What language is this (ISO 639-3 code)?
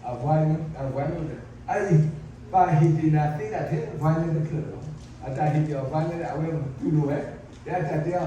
ksw